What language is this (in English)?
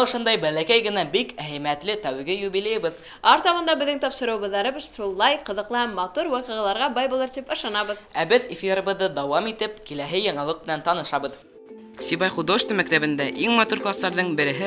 Bashkir